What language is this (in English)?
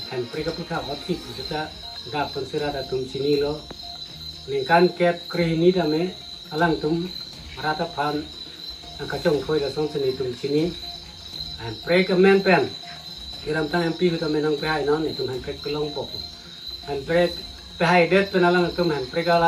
Karbi